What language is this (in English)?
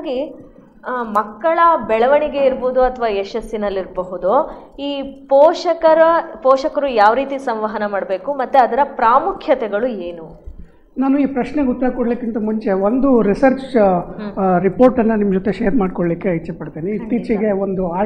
Kannada